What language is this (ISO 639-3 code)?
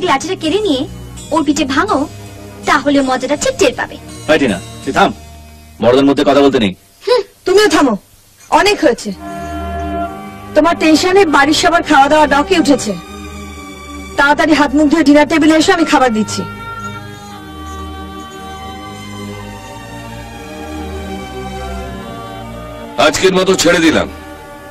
ben